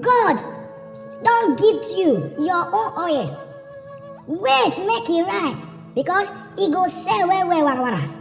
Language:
Nigerian Pidgin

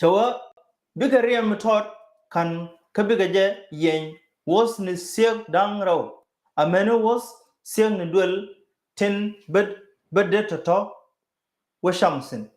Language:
Nuer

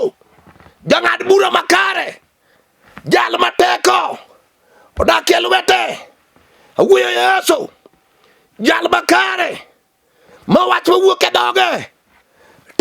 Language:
Luo (Kenya and Tanzania)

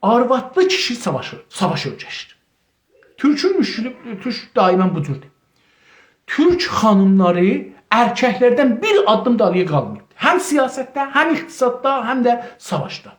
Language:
South Azerbaijani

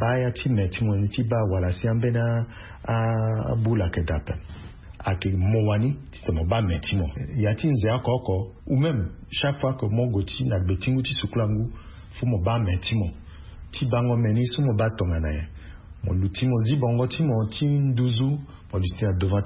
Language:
Sango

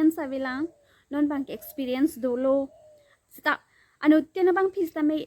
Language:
Karbi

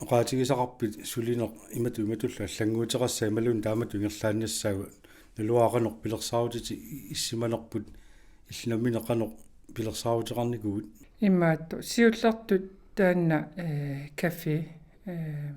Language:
Kalaallisut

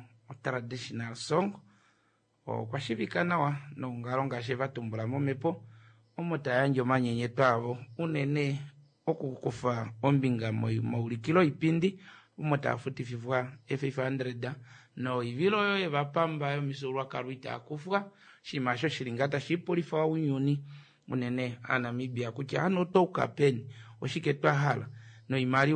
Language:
Kuanyama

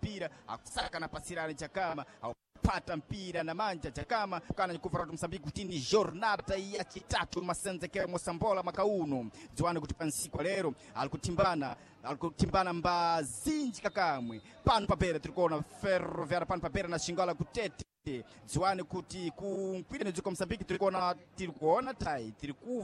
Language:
Sena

